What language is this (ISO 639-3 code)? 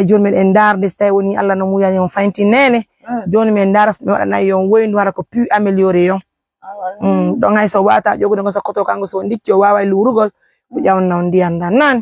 ful